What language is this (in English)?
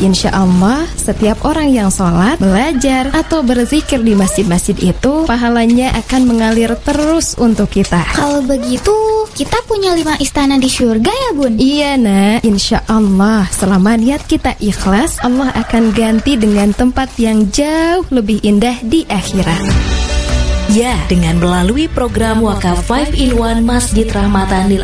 Indonesian